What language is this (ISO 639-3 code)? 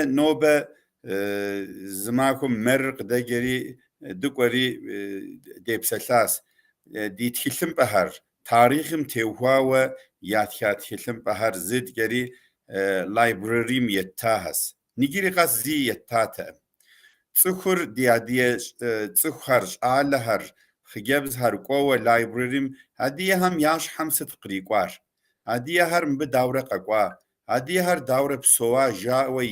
kbd